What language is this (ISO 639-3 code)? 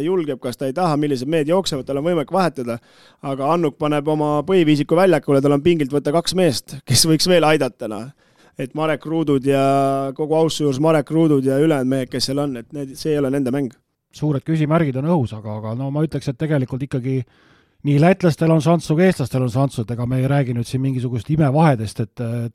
est